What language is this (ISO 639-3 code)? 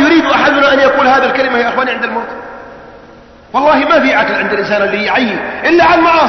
ara